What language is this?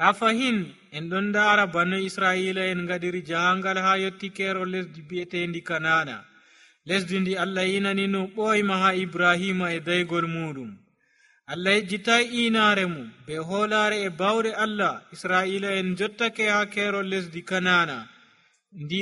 Nigerian Fulfulde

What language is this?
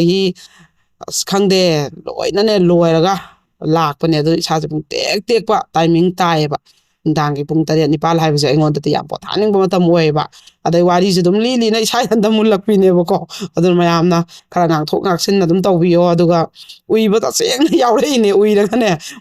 Manipuri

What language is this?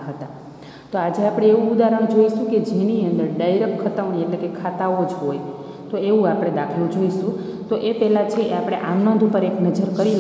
Gujarati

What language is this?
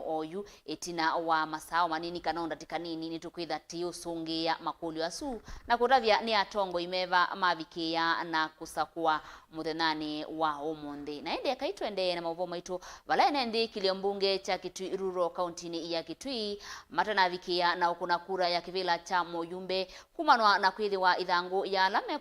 Kamba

